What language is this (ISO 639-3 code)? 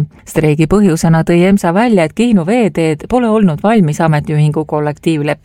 est